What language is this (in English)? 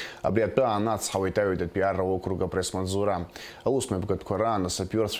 Abkhazian